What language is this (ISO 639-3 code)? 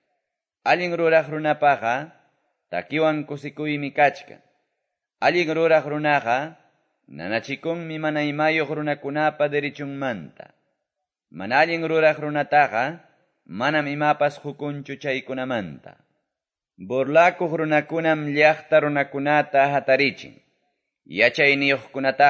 que